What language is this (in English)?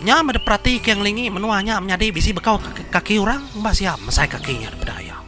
Iban